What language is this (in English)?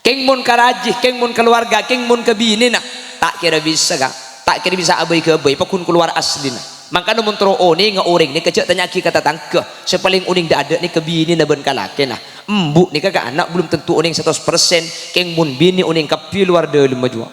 Madurese